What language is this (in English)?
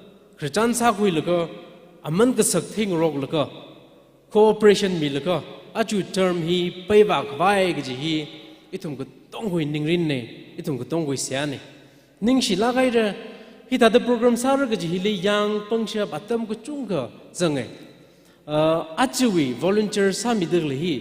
Tangkhul Naga (India)